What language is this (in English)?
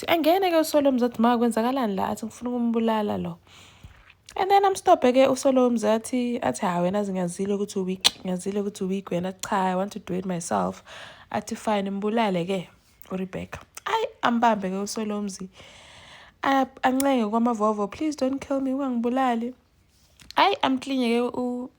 Zulu